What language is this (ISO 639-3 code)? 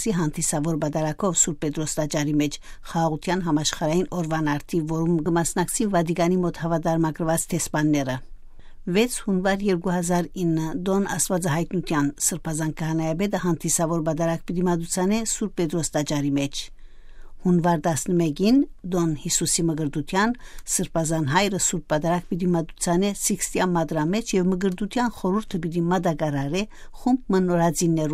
hyw